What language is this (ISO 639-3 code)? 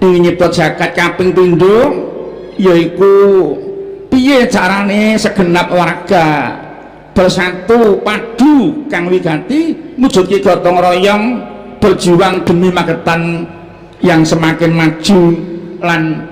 jav